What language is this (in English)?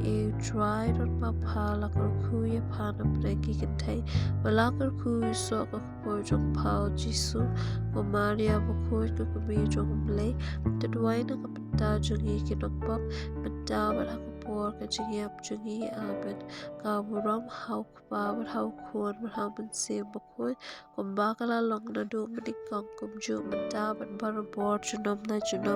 Khasi